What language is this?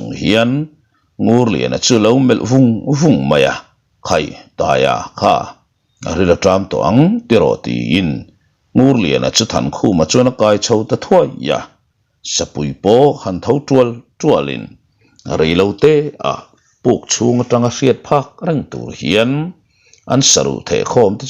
Mizo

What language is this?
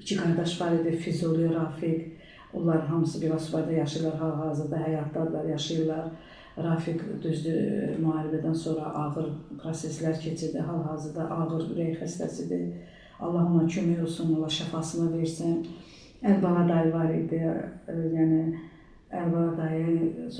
Azerbaijani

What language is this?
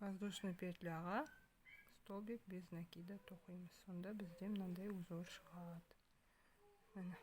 Kazakh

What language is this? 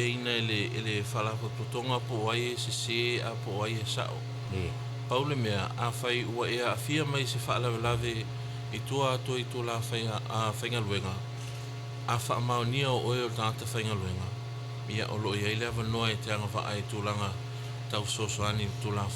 Samoan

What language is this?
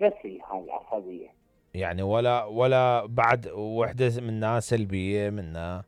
Mesopotamian Arabic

